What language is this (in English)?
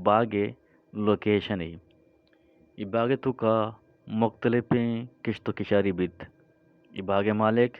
Eastern Balochi